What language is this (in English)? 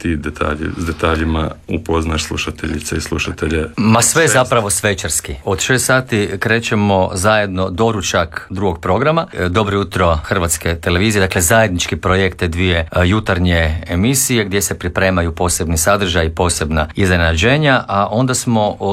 Croatian